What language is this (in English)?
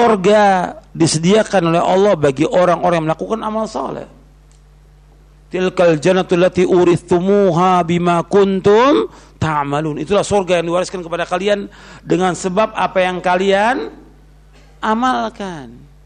Indonesian